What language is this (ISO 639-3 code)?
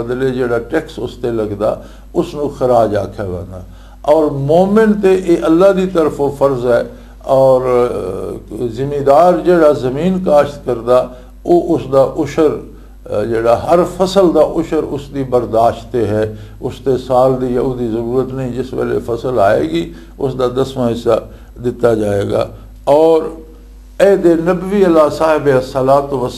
lah